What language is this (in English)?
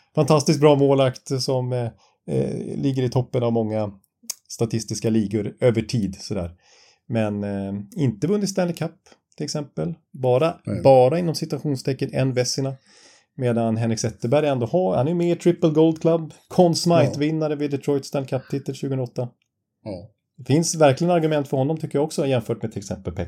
Swedish